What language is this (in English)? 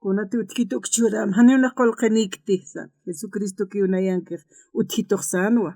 Aymara